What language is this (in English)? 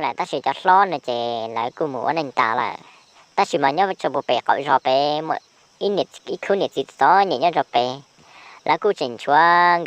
Hmong